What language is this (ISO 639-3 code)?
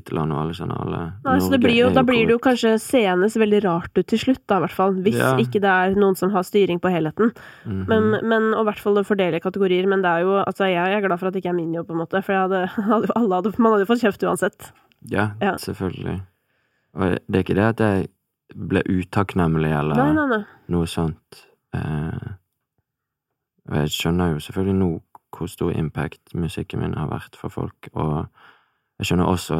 nor